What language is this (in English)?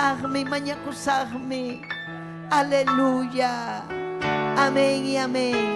Ayacucho Quechua